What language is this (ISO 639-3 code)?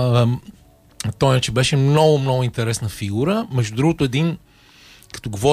bul